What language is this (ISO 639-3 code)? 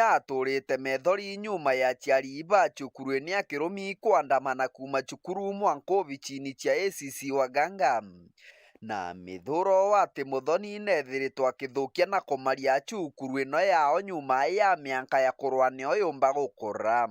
mer